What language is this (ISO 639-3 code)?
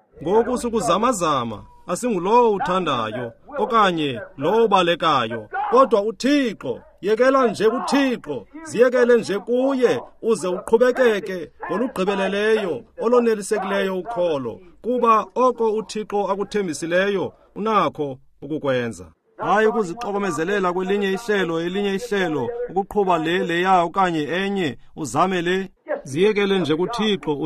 xho